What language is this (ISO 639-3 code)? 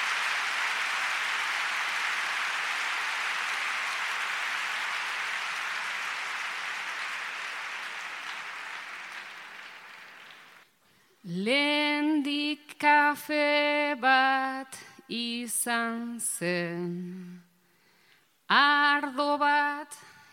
eus